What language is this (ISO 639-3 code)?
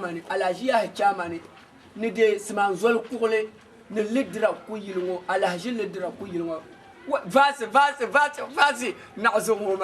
dag